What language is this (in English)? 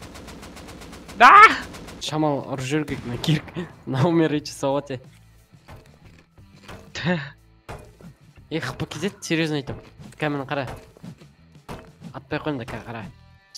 Kazakh